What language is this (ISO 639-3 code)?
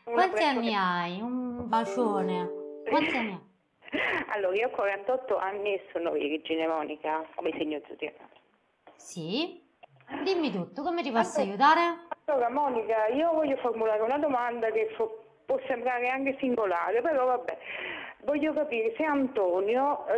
ita